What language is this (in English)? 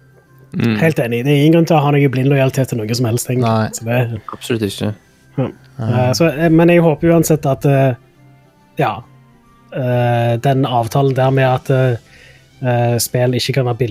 Norwegian